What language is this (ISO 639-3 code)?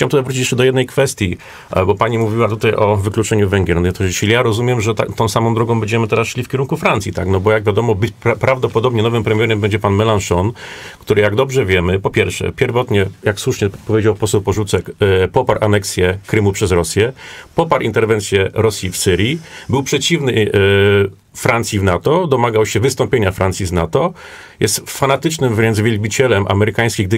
pol